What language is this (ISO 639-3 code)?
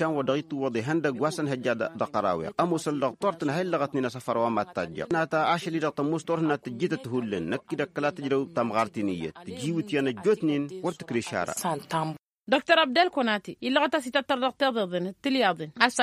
taq